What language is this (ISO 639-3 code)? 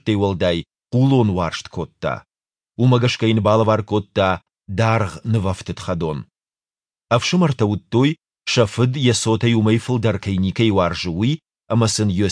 oss